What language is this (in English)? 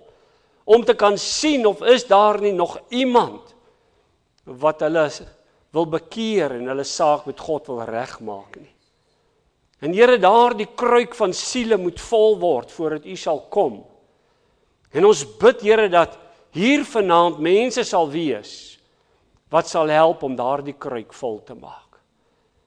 Afrikaans